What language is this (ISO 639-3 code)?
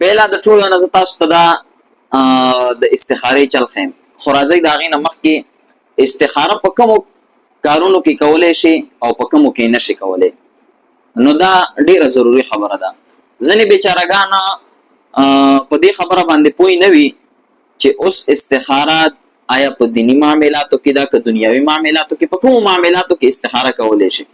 pus